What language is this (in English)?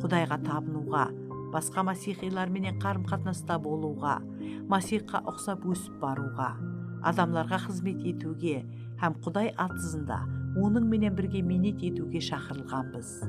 Kara-Kalpak